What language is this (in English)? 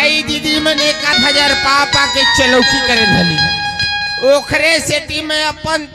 Chhattisgarhi